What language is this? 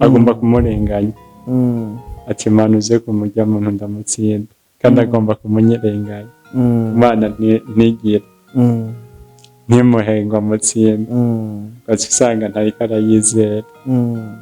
Rundi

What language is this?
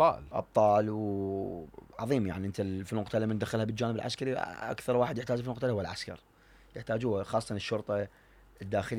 Mesopotamian Arabic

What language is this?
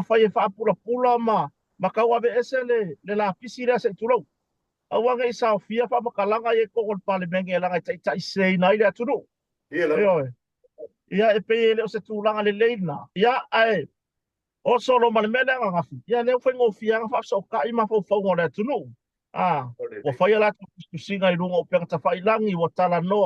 Samoan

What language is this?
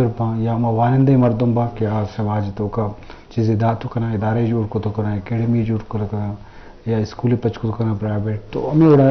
Eastern Balochi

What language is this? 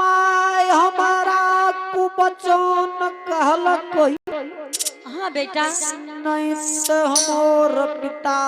Angika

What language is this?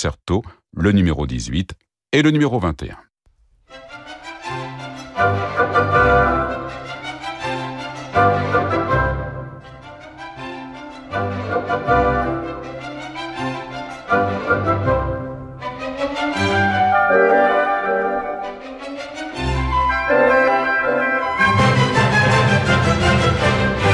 French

